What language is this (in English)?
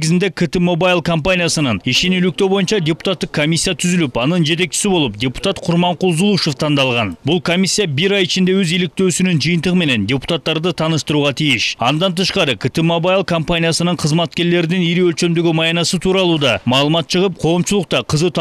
Kyrgyz